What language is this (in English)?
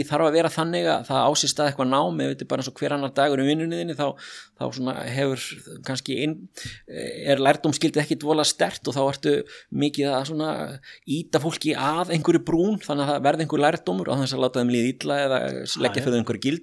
Icelandic